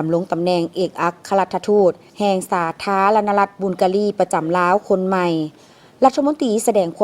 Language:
Lao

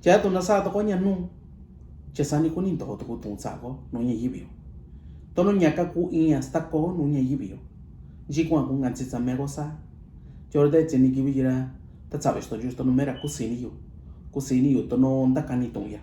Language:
Mixtepec Mixtec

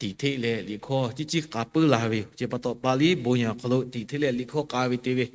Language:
Lahu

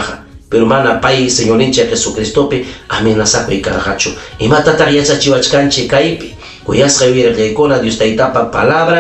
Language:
Ayacucho Quechua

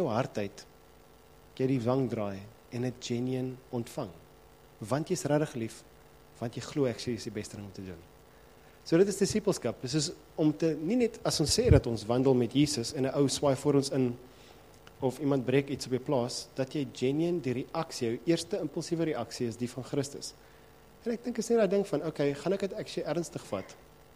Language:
Afrikaans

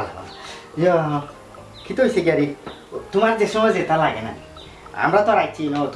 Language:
Sylheti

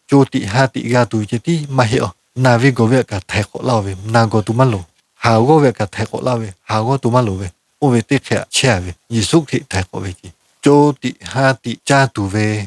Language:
Lahu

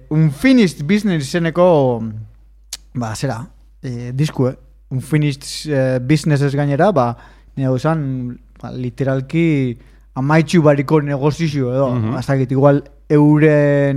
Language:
Basque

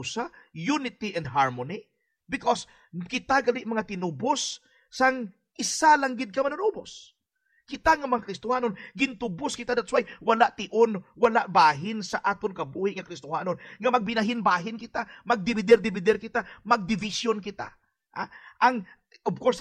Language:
Hiligaynon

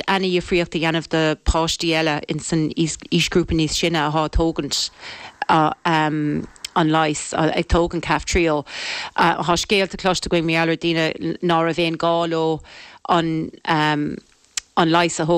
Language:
Irish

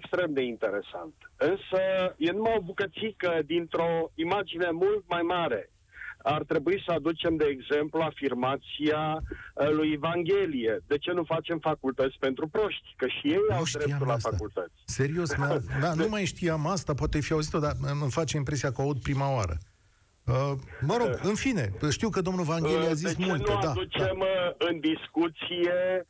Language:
Romanian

